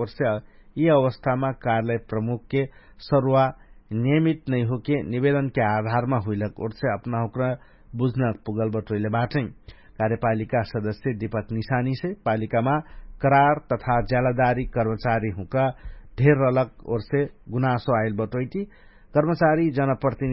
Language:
Dangaura Tharu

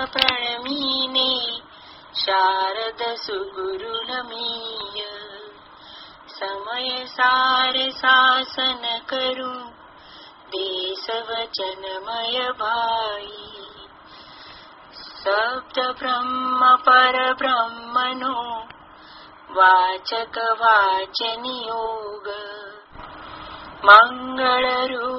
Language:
Gujarati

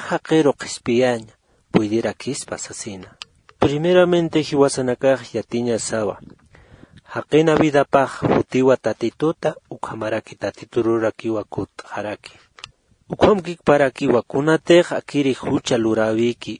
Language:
Aymara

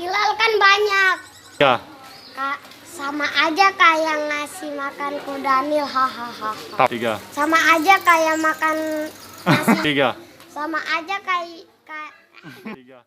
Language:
Betawi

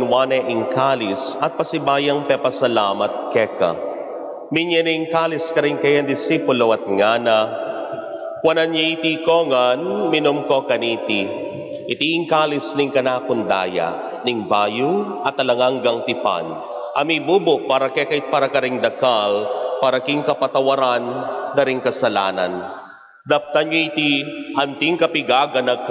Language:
Pampanga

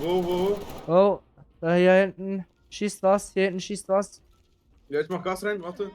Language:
Swiss German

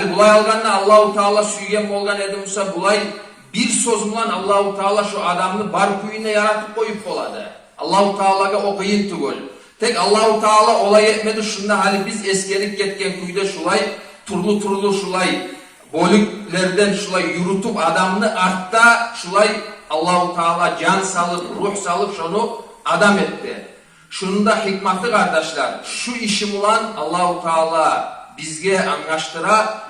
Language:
Kumyk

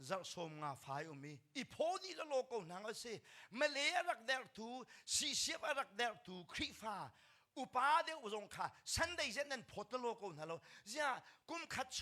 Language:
Hakha Chin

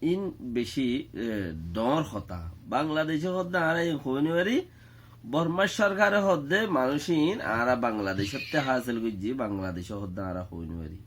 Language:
Rohingya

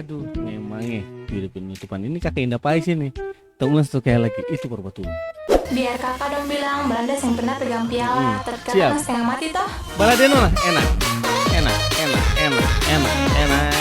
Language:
Ambonese Malay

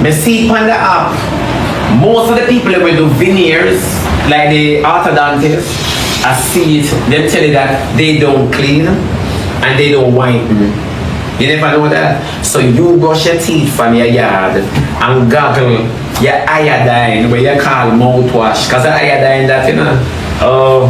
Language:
Jamaican Creole English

